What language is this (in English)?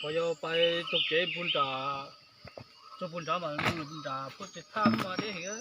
Hmong